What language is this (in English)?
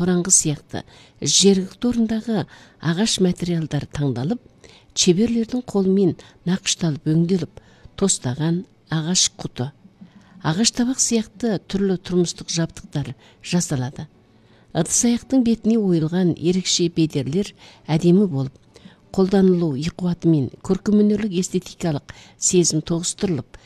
Kazakh